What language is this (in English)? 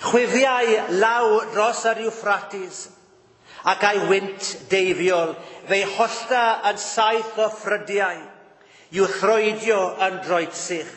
Welsh